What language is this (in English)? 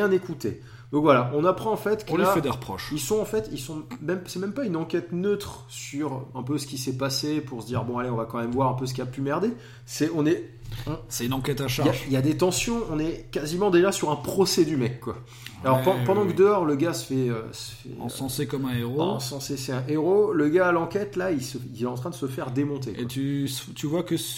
French